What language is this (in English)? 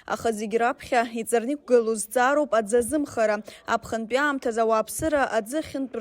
Abkhazian